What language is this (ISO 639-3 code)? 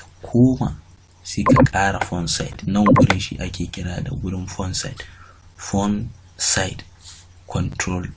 hau